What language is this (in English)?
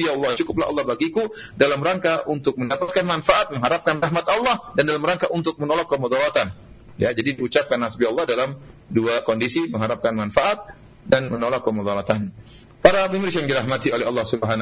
Indonesian